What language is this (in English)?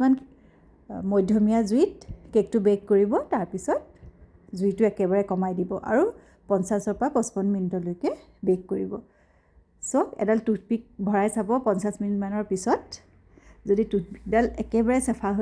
Assamese